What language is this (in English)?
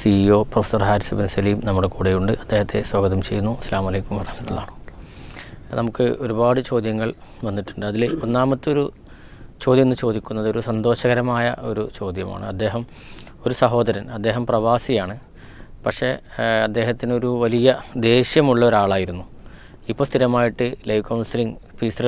Malayalam